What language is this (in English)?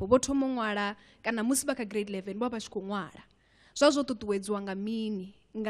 Venda